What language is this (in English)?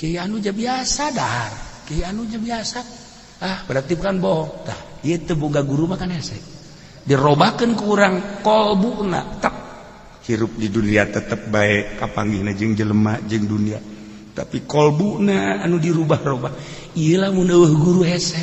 Sundanese